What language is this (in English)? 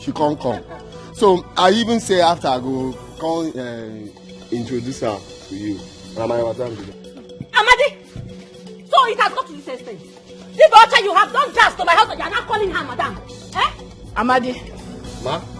Nigerian Pidgin